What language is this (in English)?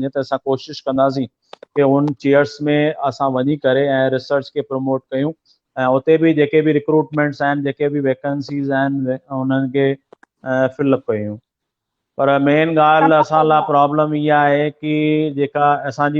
Sindhi